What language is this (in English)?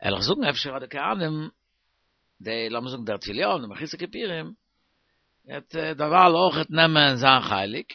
Yiddish